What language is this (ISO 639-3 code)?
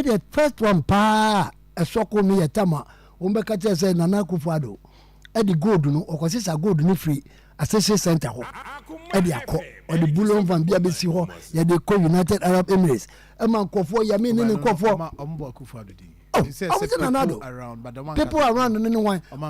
aka